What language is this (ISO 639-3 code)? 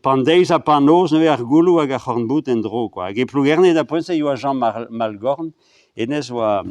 bre